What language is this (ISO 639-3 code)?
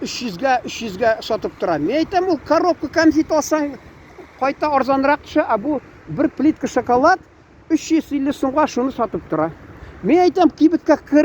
tat